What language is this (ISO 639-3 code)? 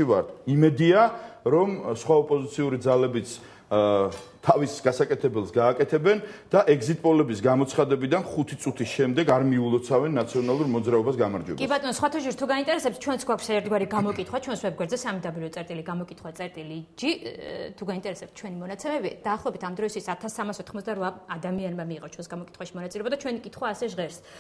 kat